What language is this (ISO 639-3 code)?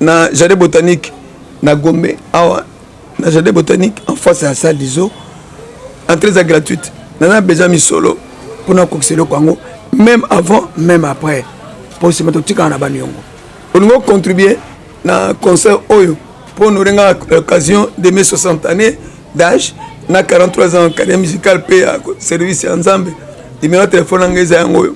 lin